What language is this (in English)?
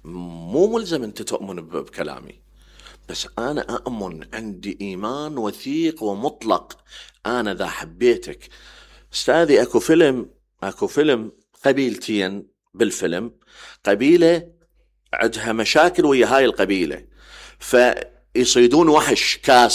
Mesopotamian Arabic